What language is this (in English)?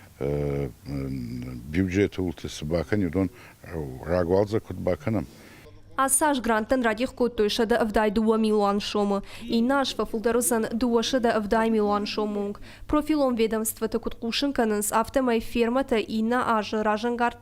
Ossetic